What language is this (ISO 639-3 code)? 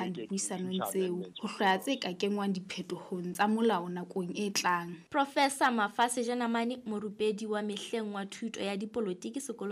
sot